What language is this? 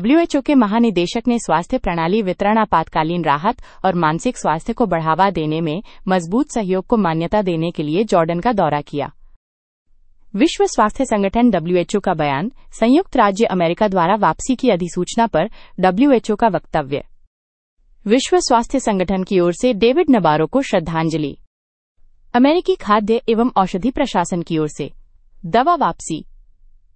Hindi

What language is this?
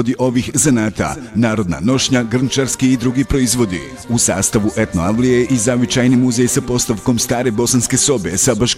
Bosnian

